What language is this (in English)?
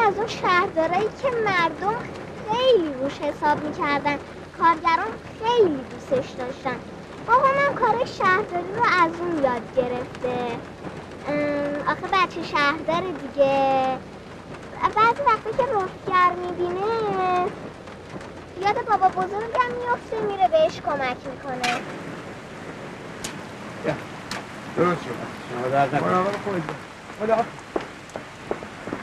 Persian